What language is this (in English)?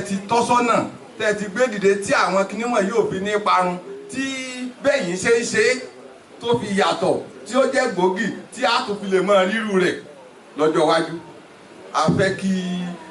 Yoruba